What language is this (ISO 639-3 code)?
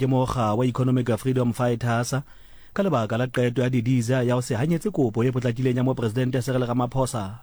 sot